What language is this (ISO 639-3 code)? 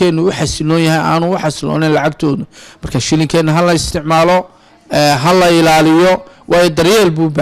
som